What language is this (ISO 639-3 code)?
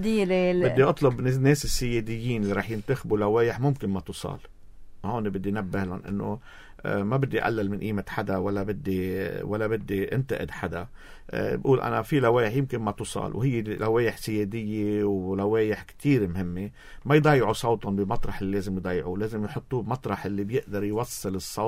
apc